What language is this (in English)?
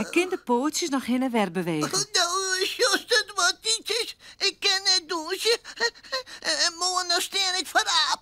Western Frisian